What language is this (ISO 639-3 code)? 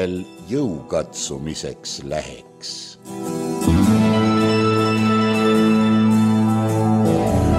est